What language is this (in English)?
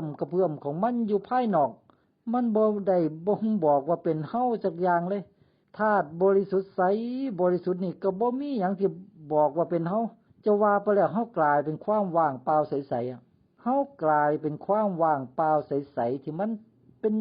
Lao